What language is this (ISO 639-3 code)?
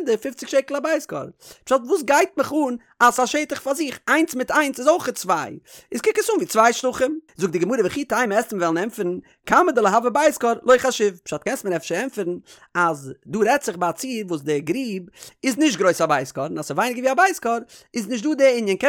yid